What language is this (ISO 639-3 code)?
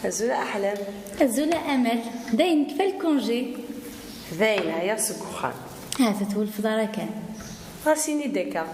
kab